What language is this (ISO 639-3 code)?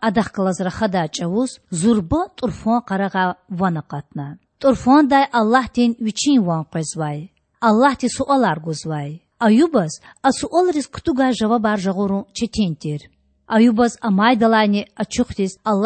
lez